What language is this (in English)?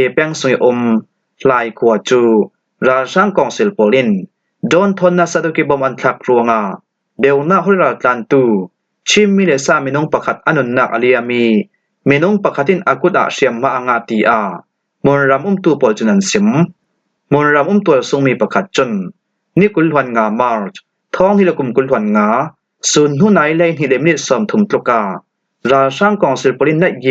Falam Chin